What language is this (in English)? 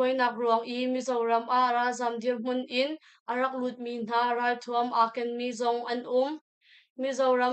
Hakha Chin